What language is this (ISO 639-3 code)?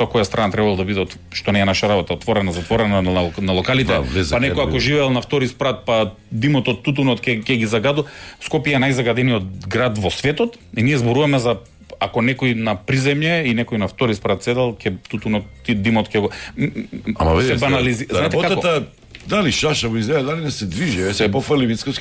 mkd